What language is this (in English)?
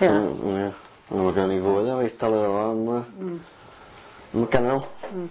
Welsh